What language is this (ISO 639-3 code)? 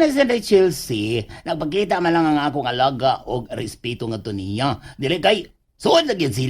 ceb